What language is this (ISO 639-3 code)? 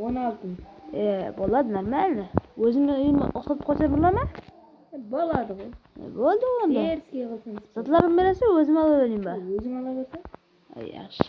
kaa